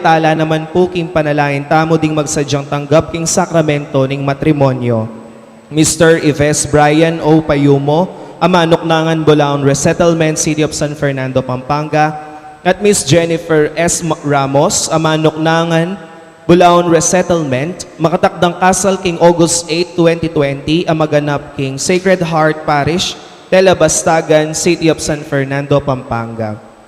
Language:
Pampanga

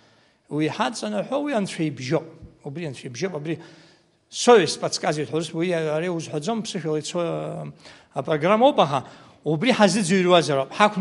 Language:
Abkhazian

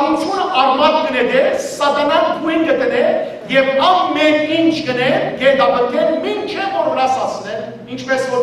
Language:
Western Armenian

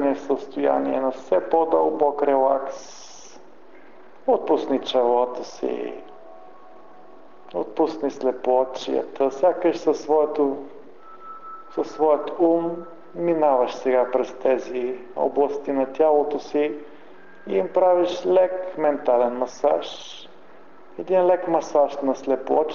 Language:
Bulgarian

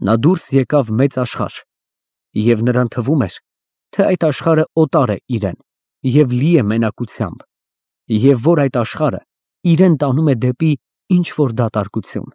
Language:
Armenian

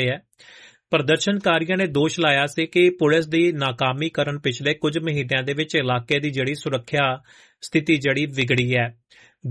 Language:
Punjabi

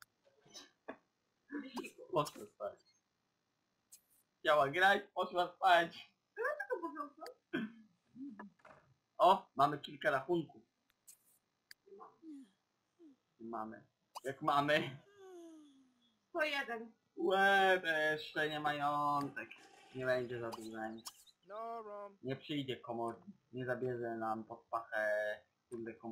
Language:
Polish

